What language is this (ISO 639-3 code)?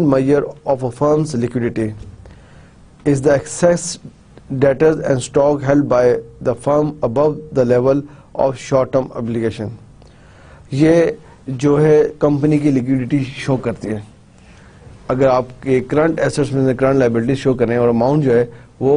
urd